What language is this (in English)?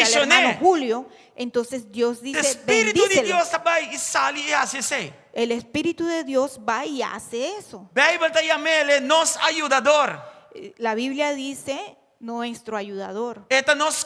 Papiamento